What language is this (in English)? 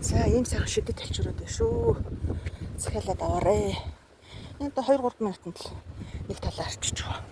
Mongolian